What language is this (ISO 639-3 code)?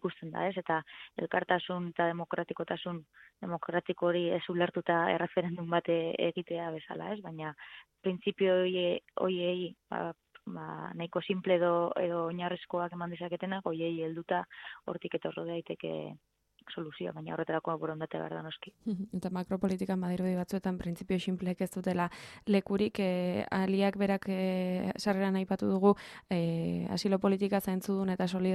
eus